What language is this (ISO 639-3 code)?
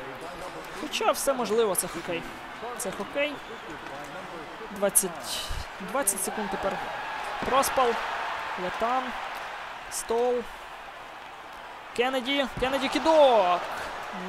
ukr